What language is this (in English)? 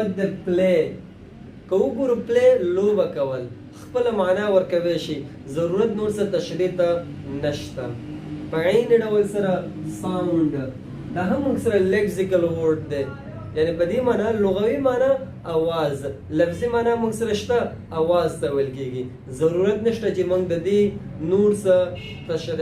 Pashto